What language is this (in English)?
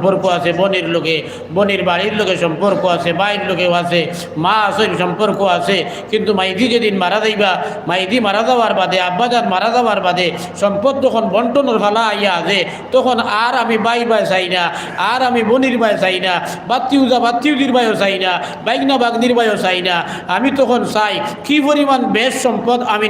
Sylheti